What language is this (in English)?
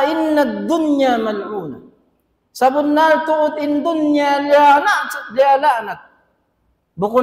Tausug